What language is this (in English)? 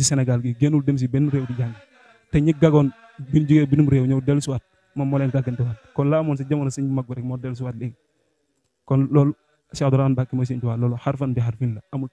Wolof